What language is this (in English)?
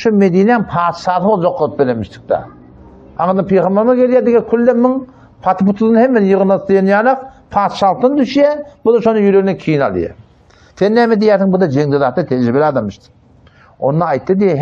Turkmen